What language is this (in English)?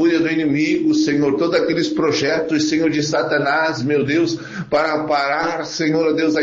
Portuguese